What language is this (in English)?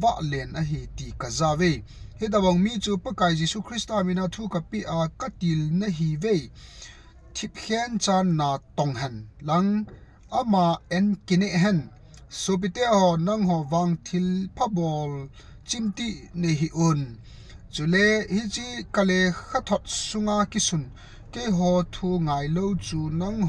Thado Chin